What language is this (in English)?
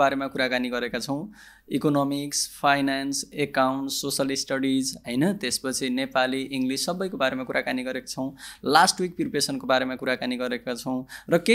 Nepali